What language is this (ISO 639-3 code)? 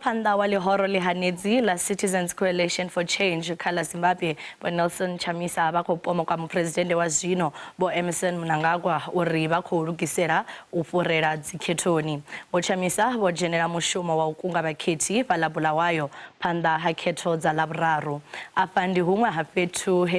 ven